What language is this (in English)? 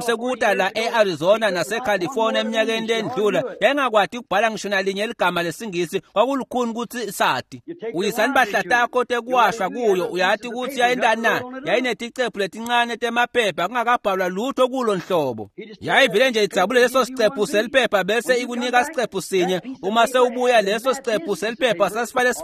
Swati